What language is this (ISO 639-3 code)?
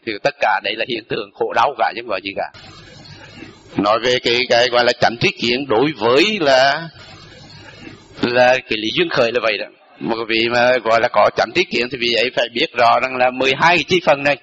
vie